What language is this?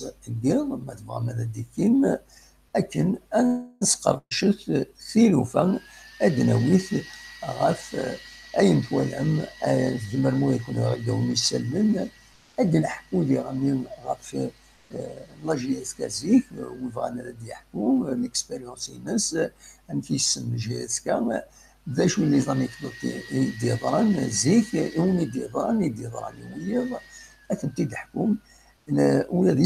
Kabyle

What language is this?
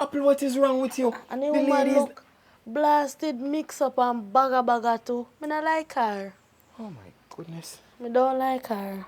Jamaican Creole English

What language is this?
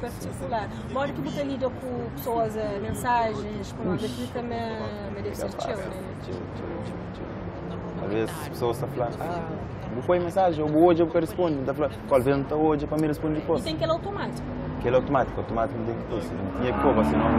Kabuverdianu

